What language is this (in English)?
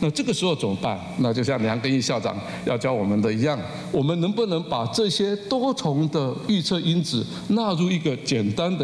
Chinese